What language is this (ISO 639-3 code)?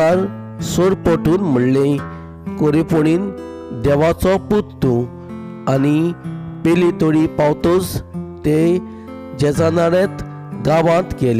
kok